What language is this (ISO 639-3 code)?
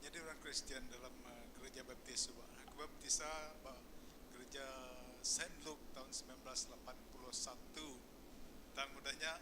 iba